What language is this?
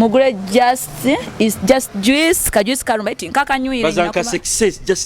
Nyoro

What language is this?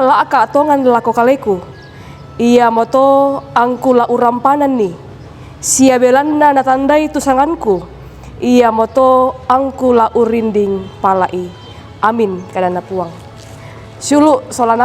Toraja-Sa'dan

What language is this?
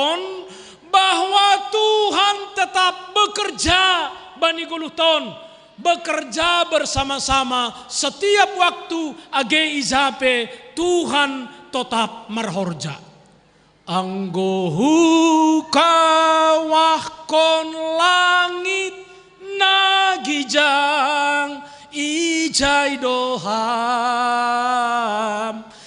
Batak Simalungun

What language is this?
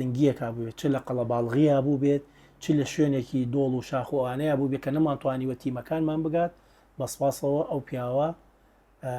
Central Kurdish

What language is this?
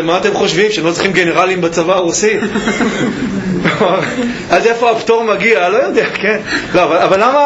Hebrew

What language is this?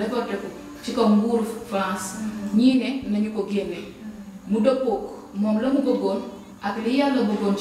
Wolof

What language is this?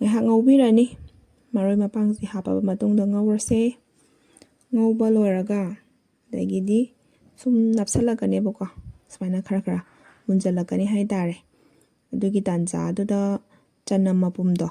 Manipuri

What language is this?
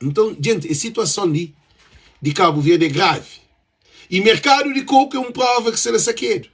Kabuverdianu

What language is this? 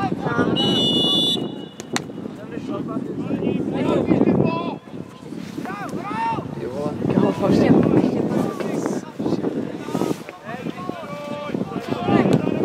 Czech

